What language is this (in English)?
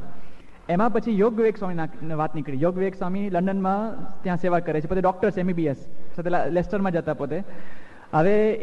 Gujarati